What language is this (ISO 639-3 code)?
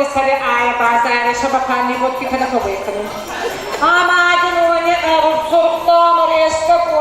oss